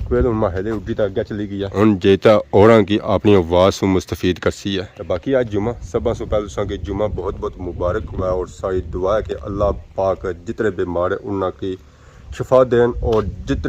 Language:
Pahari-Potwari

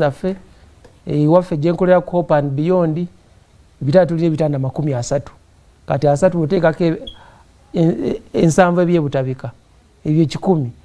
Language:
Ganda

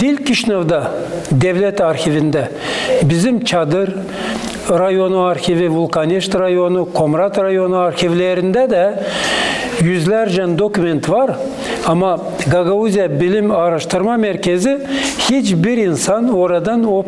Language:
Gagauz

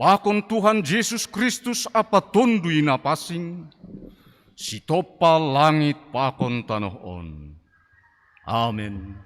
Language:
Batak Simalungun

